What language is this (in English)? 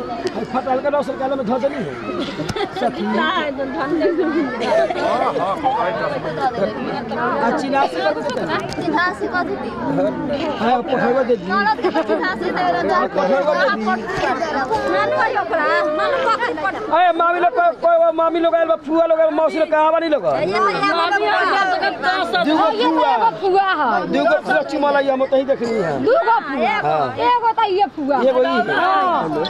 Bhojpuri